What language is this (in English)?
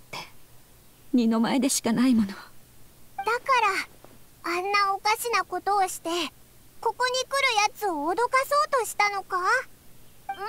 Japanese